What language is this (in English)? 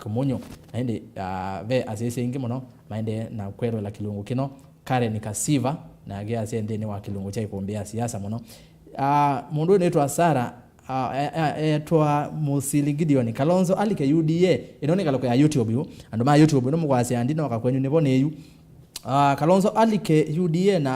Kamba